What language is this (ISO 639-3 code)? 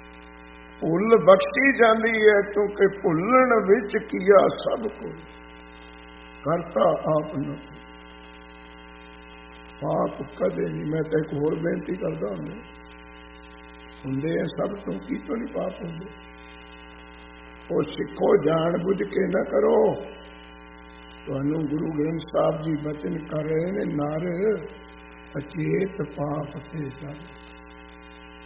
pan